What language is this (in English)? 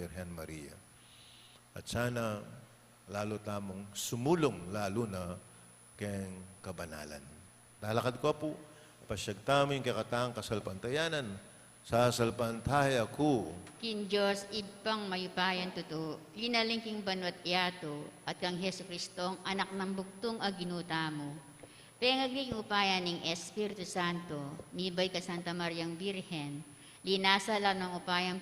Pampanga